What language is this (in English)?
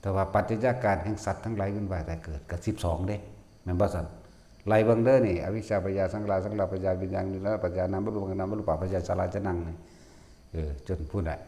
Northeastern Thai